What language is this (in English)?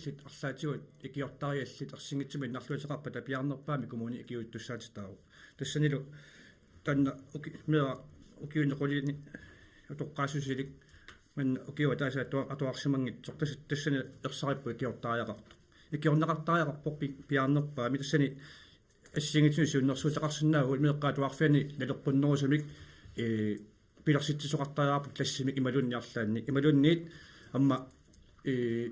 Kalaallisut